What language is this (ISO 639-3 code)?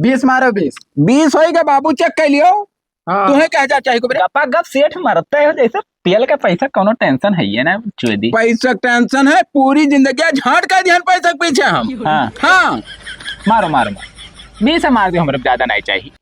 awa